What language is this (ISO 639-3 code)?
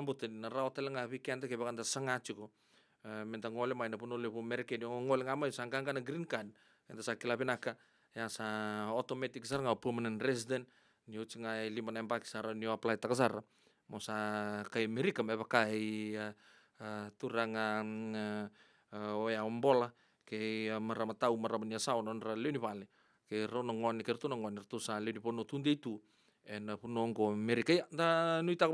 fij